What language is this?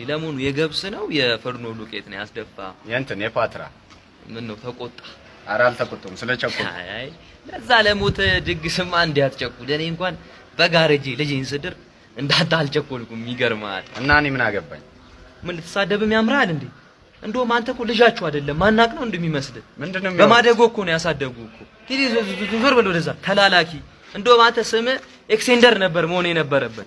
Amharic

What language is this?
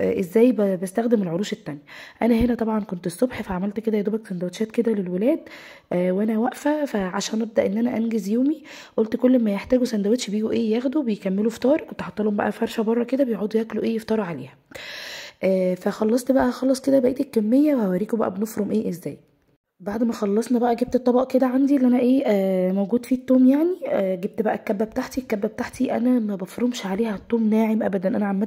Egyptian Arabic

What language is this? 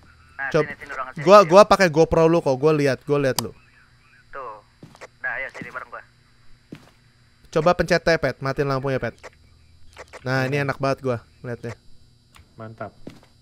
Indonesian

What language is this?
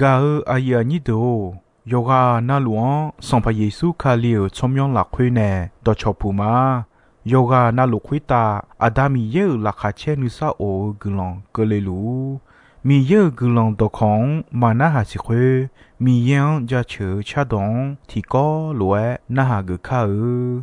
Akha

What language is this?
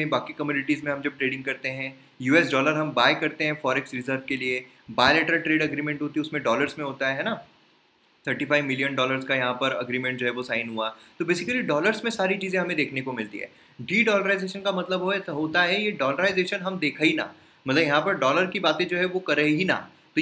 Hindi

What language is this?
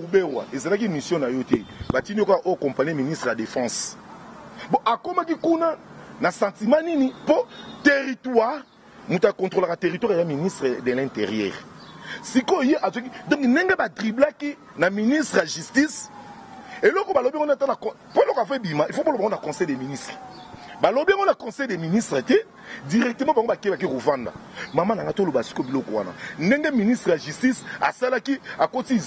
Lingala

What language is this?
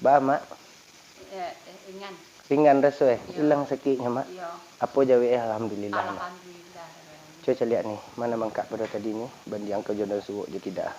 Minangkabau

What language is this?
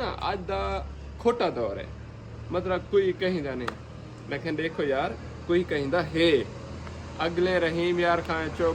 Saraiki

